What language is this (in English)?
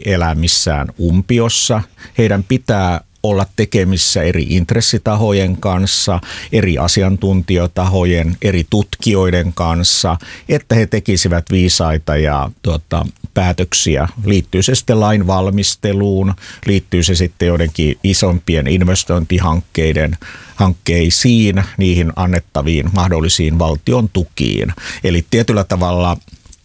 Finnish